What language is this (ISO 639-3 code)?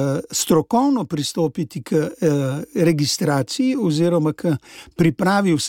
slv